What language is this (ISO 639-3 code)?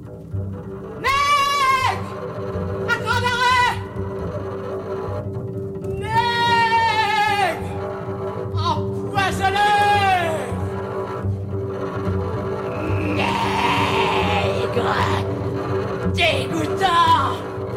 fra